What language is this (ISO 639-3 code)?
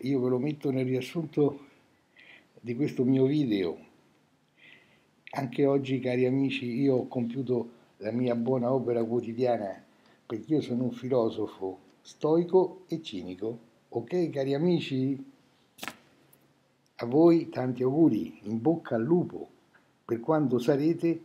ita